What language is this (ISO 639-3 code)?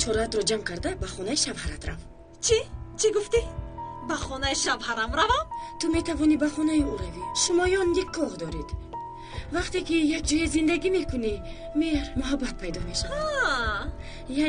tgk